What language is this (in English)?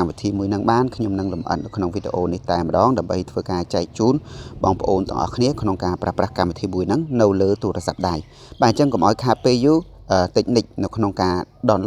Khmer